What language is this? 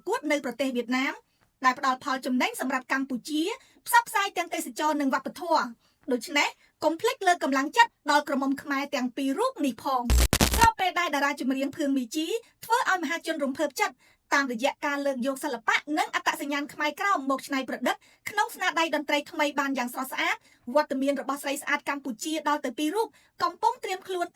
Khmer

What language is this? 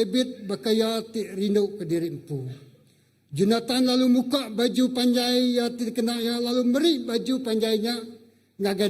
Iban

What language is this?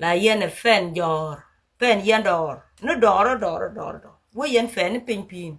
Nuer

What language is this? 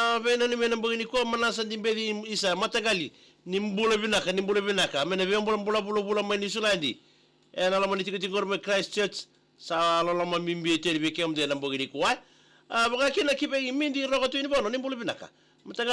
Fijian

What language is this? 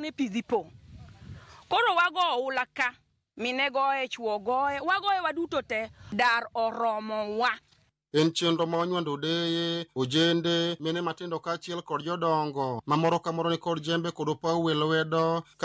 Luo (Kenya and Tanzania)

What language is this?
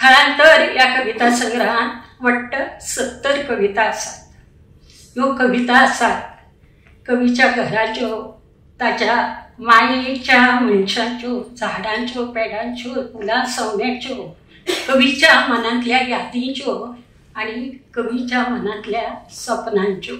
Konkani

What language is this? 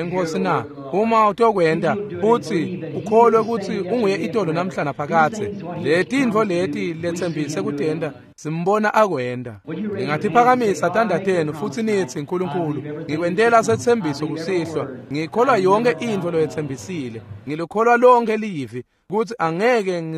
Swati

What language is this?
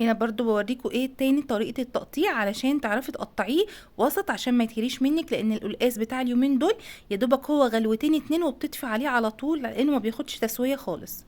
Egyptian Arabic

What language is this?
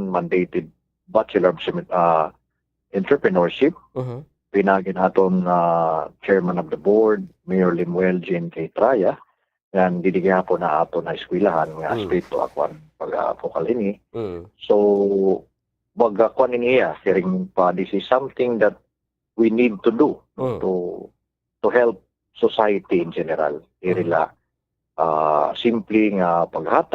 Waray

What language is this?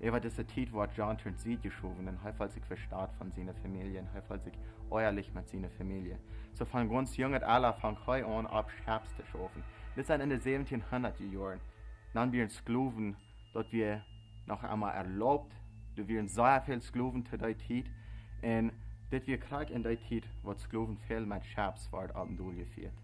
Plautdietsch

